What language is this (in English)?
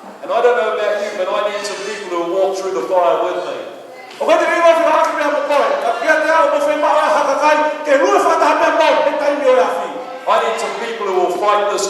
Tongan